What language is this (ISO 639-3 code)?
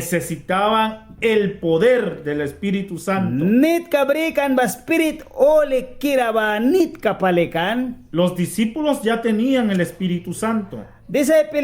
miq